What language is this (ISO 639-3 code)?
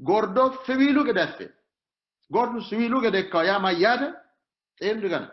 sid